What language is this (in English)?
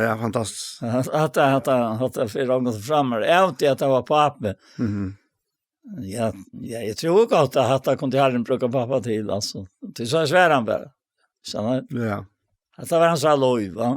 Faroese